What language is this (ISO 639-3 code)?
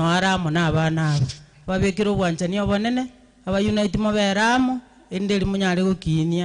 guz